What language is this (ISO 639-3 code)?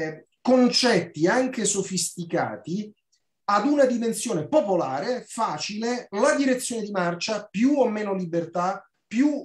ita